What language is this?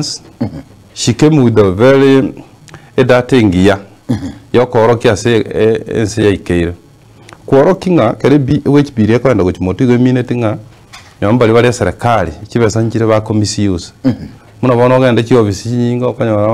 Gusii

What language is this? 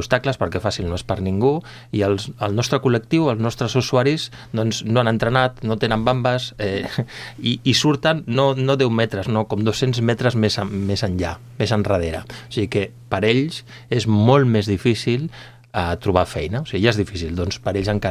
Catalan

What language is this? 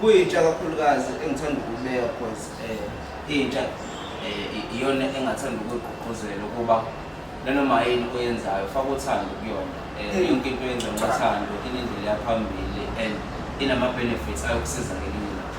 Zulu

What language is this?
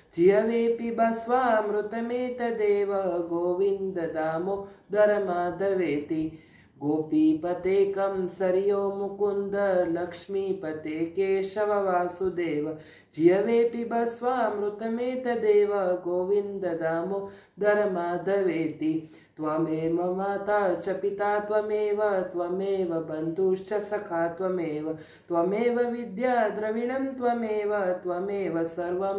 Sanskrit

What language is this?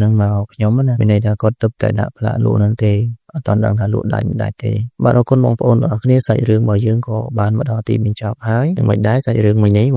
Khmer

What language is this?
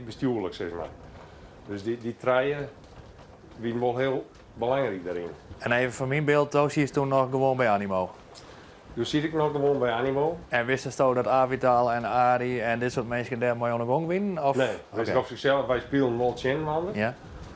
Western Frisian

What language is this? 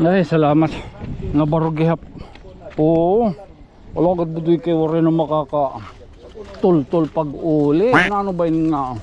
Waray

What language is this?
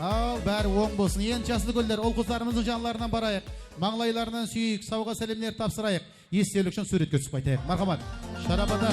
Kara-Kalpak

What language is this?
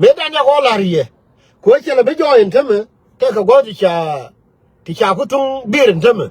Nuer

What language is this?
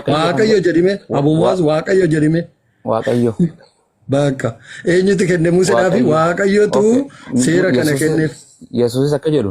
Oromo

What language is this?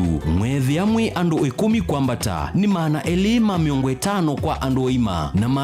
Kamba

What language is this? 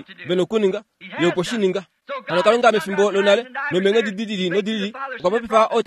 Kuanyama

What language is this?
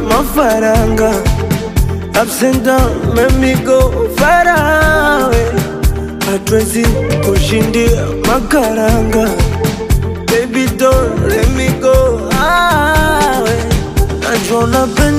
Swahili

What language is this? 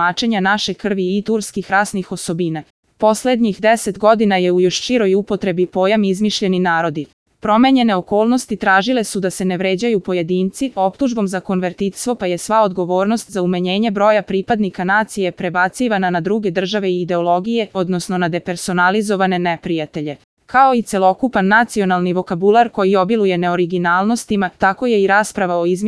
Serbian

